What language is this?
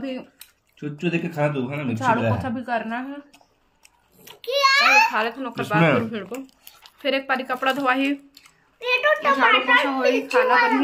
Chhattisgarhi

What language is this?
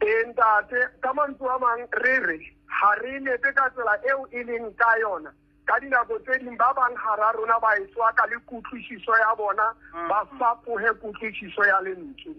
Southern Sotho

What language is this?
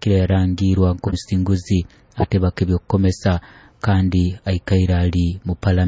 Nyoro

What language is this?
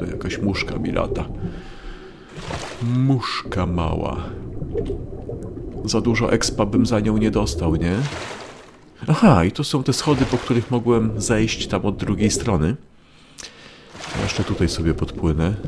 Polish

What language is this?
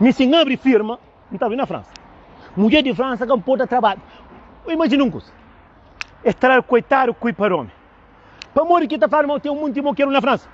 Kabuverdianu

